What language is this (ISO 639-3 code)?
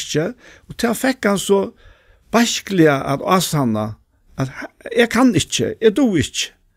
fao